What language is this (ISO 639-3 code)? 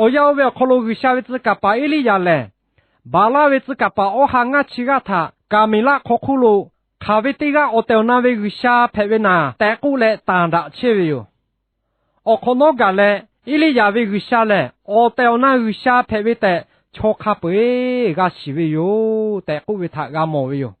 lhu